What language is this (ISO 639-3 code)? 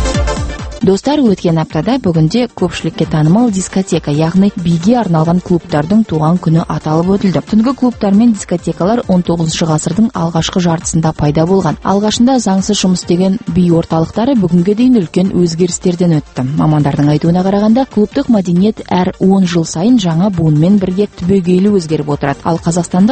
kaz